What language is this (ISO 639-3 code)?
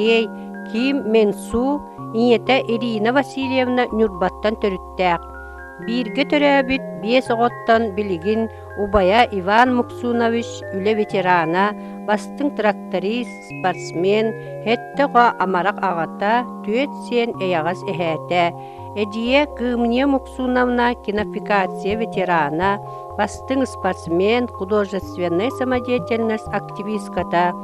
sah